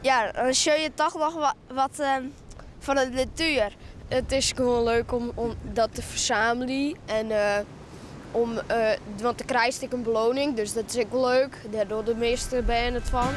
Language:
Western Frisian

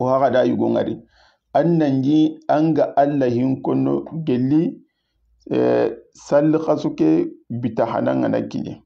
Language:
Soninke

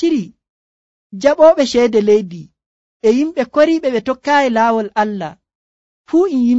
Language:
Nigerian Fulfulde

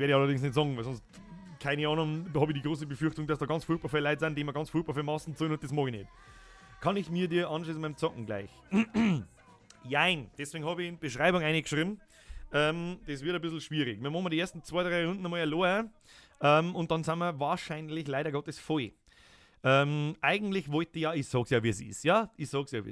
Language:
Bavarian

